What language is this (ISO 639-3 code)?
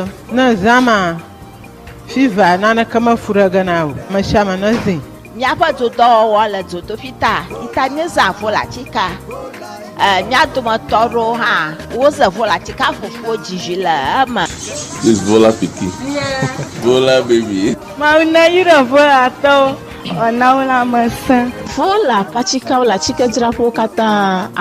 ewe